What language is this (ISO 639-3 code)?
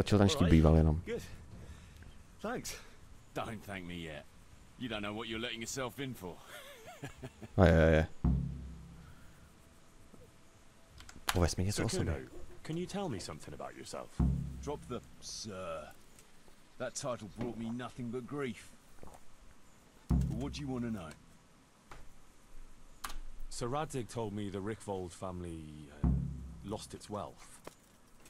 eng